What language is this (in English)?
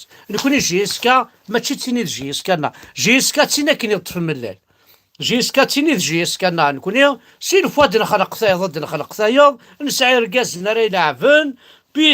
Kabyle